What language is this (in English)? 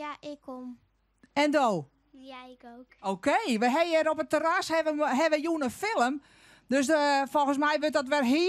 Western Frisian